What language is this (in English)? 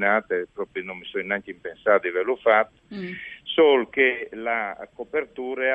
Friulian